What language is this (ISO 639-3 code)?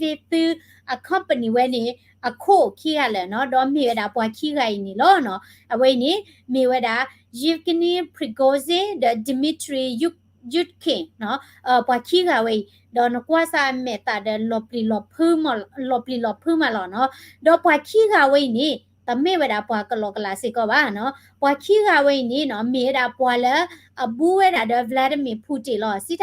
ksw